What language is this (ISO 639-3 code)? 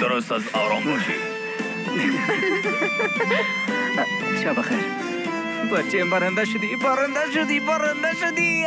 tgk